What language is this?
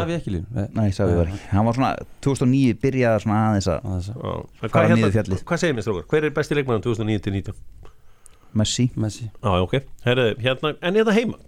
Icelandic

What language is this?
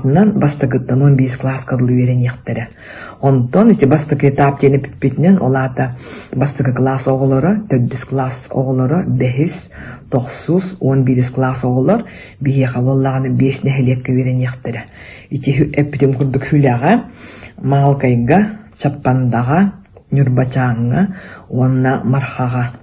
Yakut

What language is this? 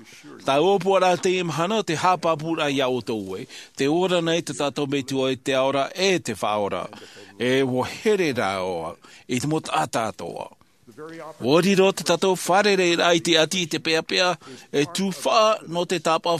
Tahitian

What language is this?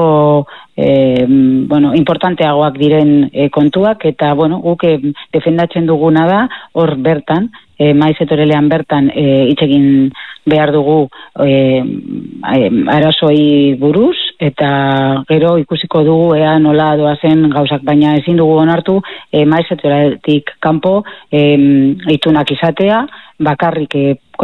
Basque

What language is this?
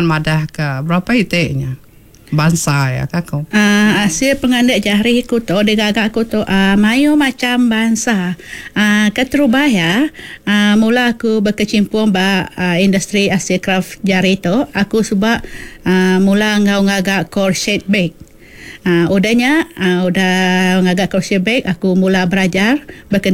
Iban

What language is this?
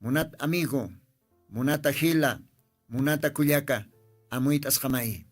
Aymara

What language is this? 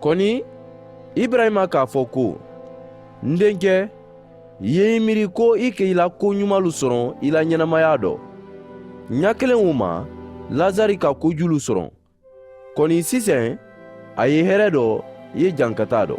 Mandingo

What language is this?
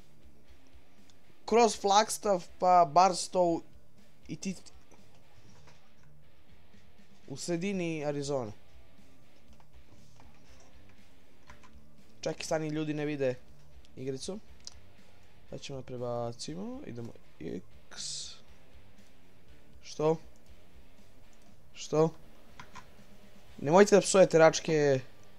Serbian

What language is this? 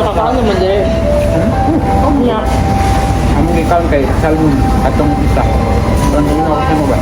Cebuano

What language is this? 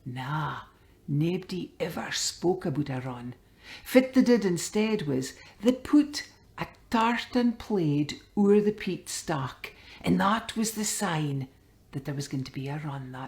Scots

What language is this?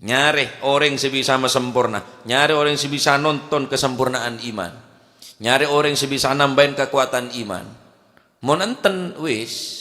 Madurese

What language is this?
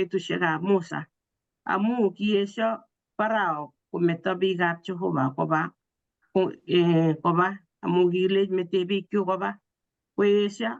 Kalenjin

